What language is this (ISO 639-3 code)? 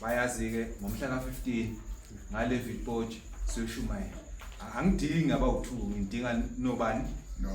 zul